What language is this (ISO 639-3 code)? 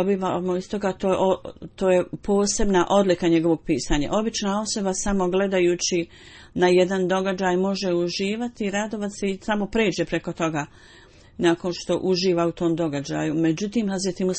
bos